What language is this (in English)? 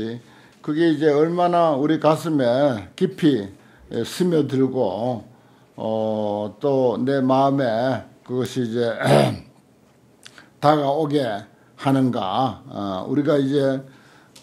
Korean